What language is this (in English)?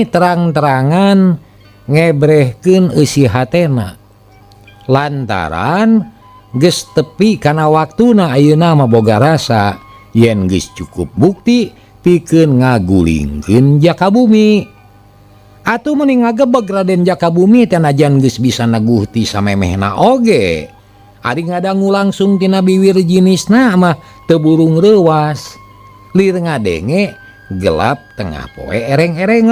Sundanese